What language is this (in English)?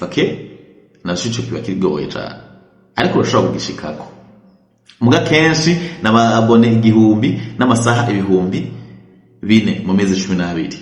Rundi